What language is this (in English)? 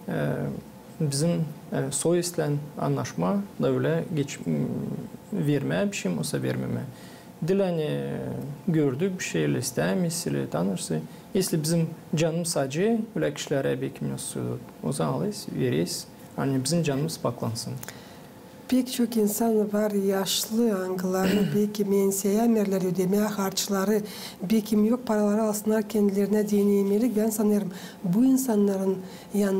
Gagauz